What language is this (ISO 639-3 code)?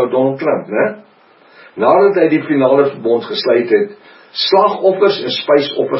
afr